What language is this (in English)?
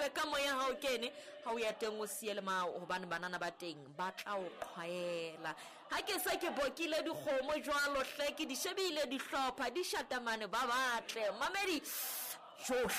Southern Sotho